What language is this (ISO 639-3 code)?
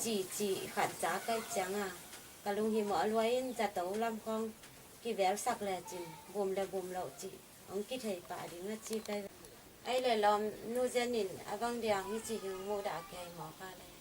ctd